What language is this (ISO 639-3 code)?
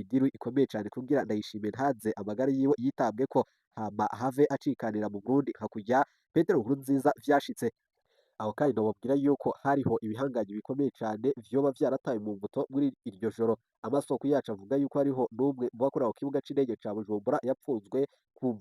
run